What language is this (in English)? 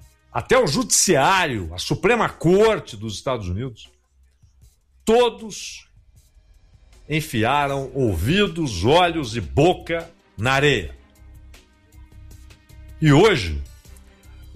Portuguese